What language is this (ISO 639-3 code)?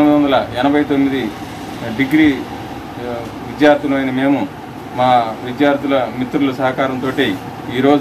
tel